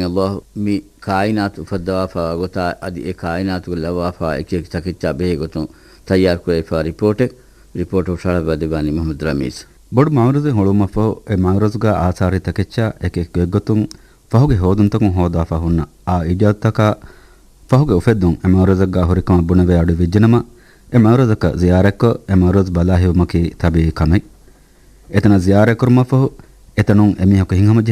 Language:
Divehi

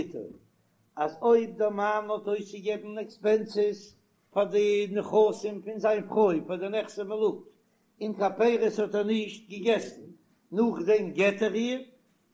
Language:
Yiddish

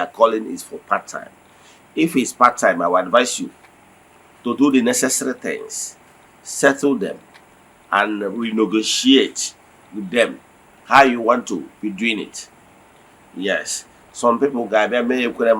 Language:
Igbo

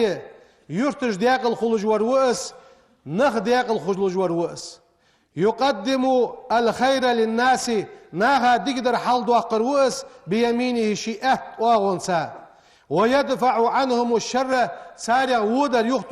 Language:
Ingush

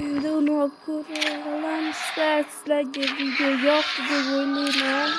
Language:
Uzbek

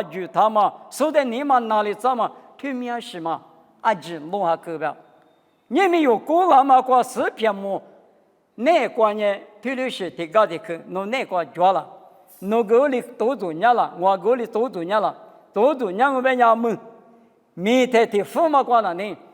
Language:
Lisu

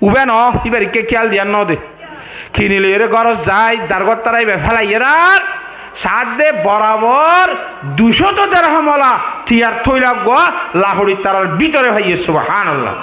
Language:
Rohingya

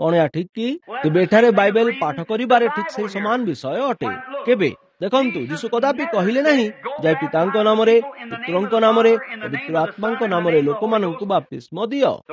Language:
Odia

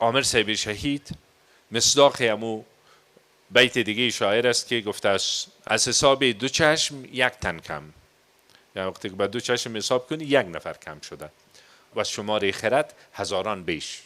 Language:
Persian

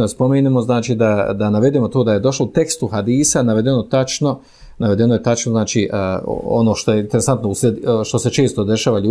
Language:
Bosnian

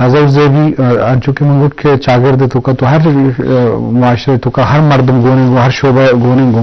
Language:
Eastern Balochi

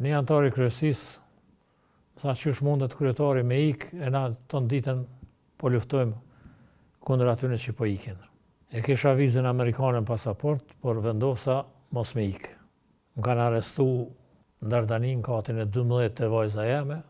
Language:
Albanian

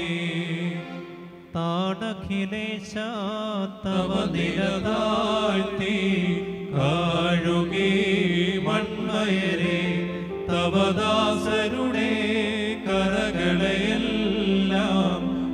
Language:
Malayalam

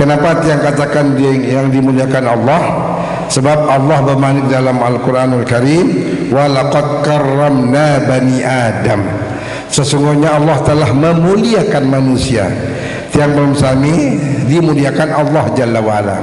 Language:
Sasak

